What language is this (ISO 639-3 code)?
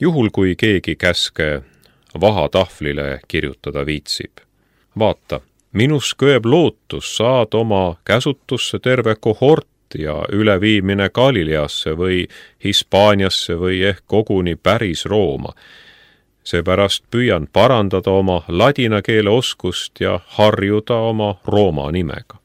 est